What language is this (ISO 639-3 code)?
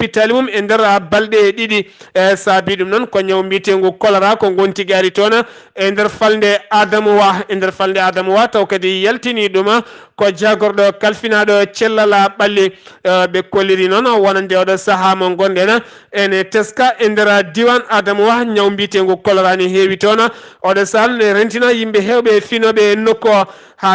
ful